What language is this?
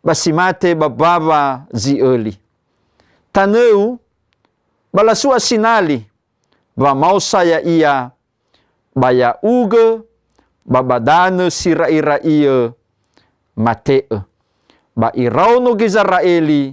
Nias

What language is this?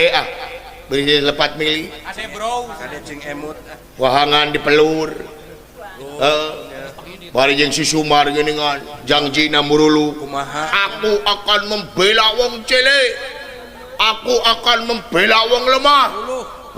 Sundanese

